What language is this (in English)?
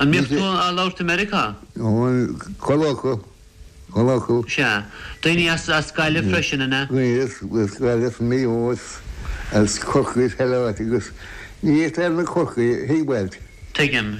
Irish